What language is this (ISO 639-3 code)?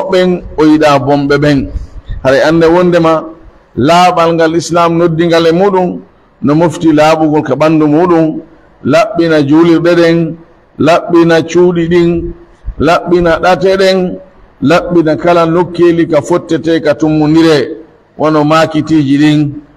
fuf